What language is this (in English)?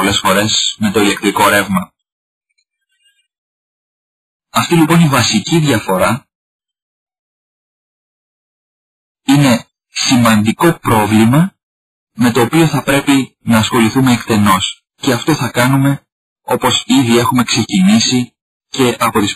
Greek